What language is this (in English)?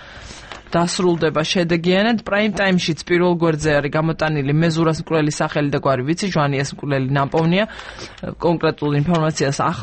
Georgian